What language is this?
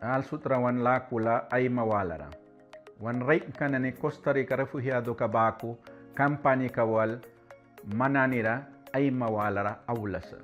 Mískito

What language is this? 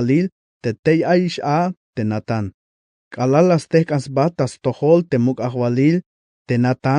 Tzeltal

